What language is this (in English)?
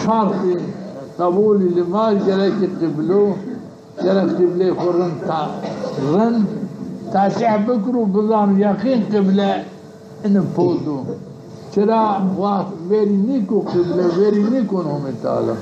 Zaza